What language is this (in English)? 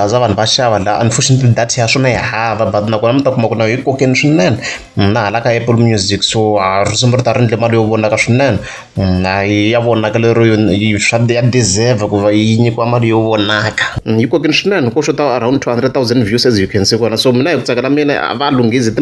Tsonga